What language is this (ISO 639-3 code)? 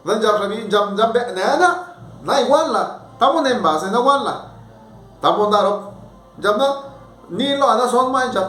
zap